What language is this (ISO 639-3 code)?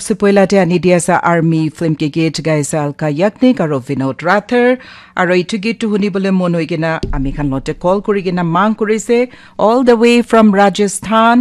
nag